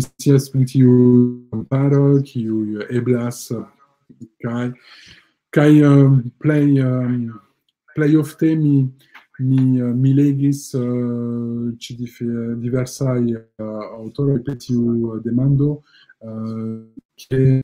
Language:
Esperanto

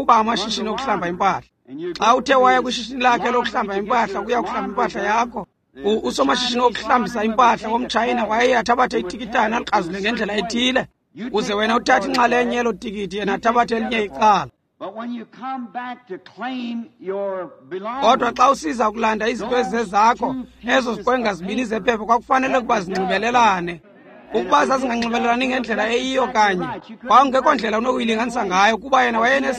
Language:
Xhosa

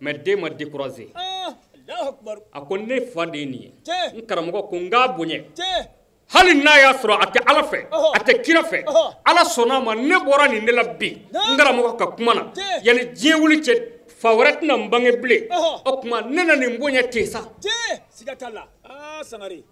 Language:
Bambara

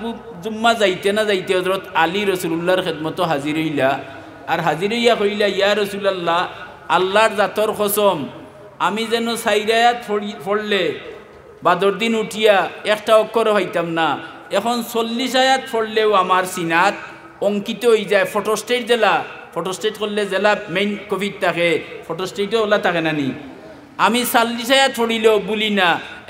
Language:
Sylheti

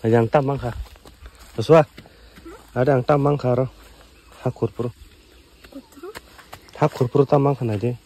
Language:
Kok Borok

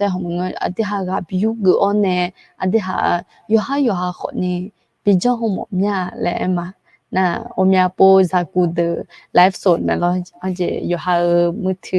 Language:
Akha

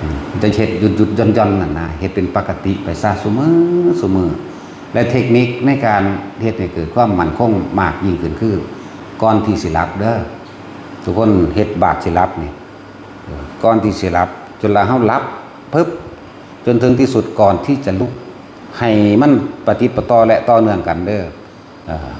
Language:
Northeastern Thai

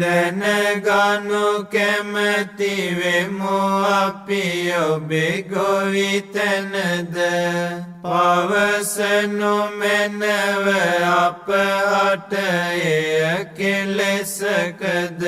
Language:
Sinhala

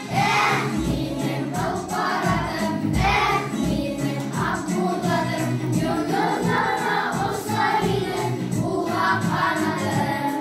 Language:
Bashkir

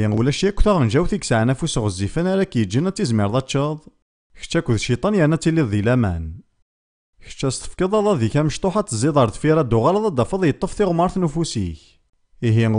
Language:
Kabyle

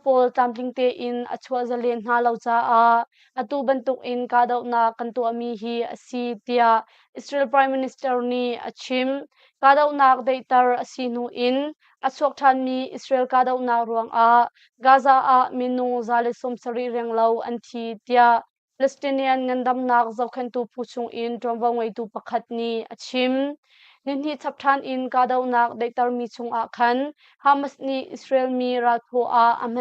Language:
Hakha Chin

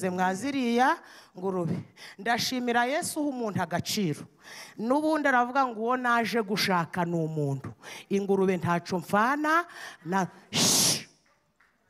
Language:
Kinyarwanda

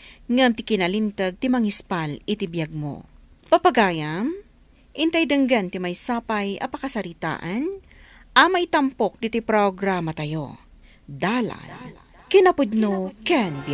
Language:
Iloko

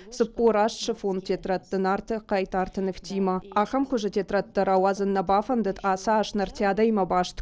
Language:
Ossetic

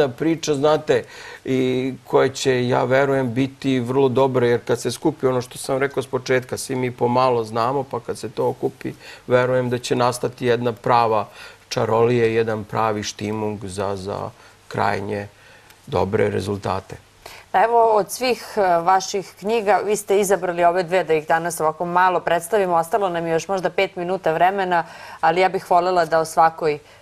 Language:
Serbian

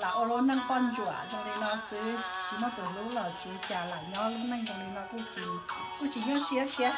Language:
Hmong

